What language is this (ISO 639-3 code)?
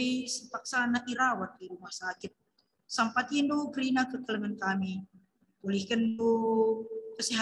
btx